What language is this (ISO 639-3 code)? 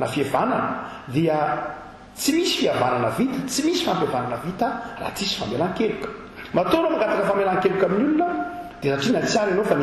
mlg